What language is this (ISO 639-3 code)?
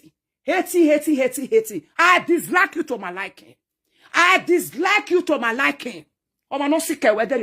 pcm